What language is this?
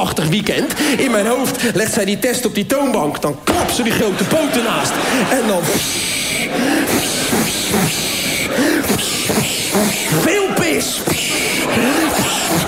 Dutch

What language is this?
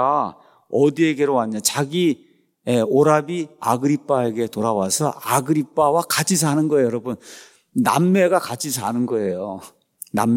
Korean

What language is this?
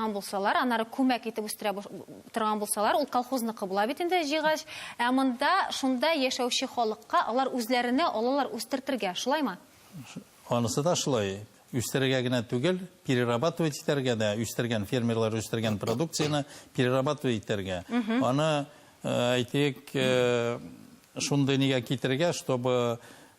Tatar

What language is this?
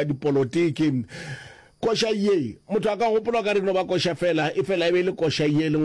Northern Sotho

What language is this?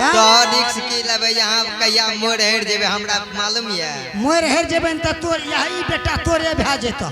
Angika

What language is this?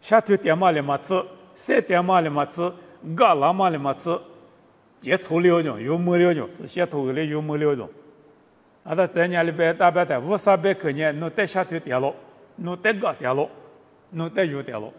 Lisu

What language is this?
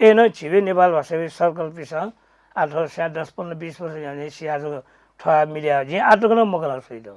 Newari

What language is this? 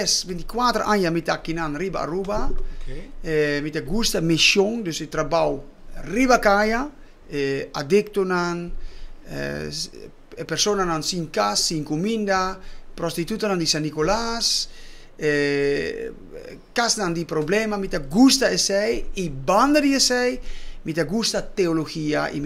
Papiamento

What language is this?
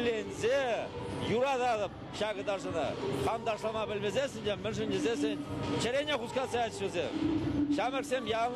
Chuvash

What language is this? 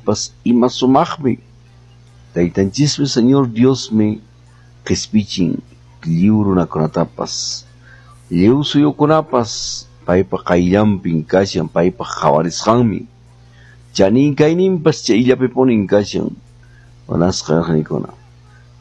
Quechua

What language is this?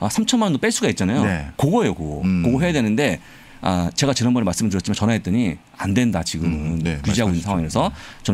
Korean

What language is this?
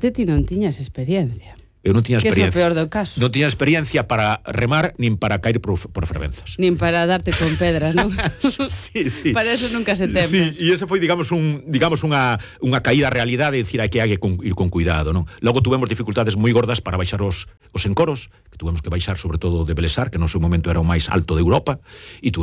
Galician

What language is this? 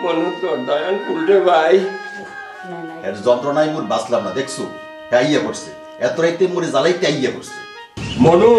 Sylheti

